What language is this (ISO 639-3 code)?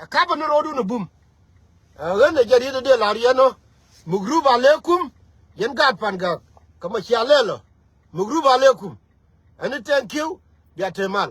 nus